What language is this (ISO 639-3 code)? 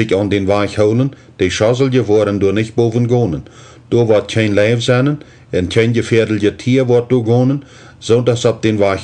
pdt